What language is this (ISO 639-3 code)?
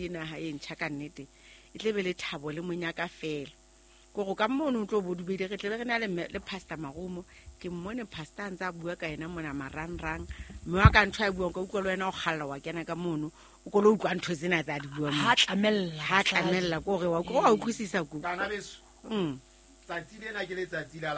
sot